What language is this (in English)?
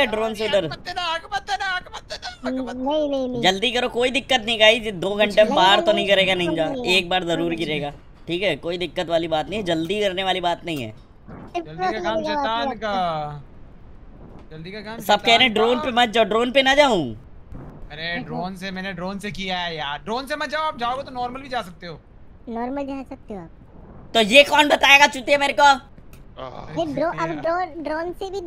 Hindi